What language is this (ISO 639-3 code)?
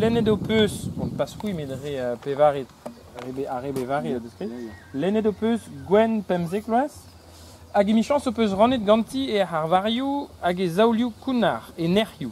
bre